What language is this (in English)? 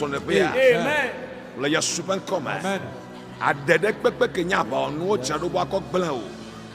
Ewe